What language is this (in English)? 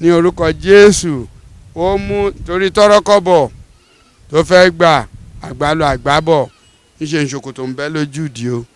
Yoruba